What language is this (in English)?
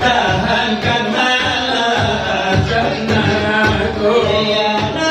Minangkabau